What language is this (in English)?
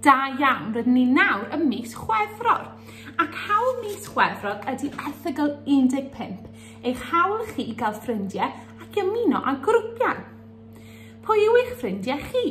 Welsh